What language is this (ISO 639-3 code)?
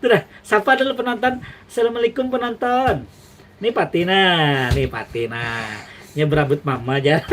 bjn